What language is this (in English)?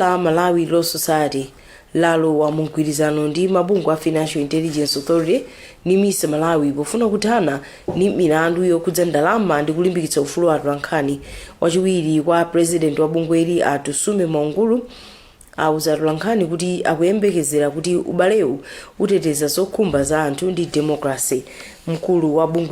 Nyanja